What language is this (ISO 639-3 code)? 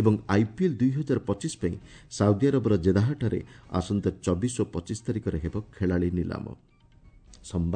ori